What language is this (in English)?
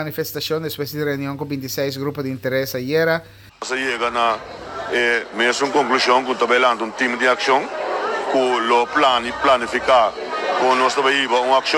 Papiamento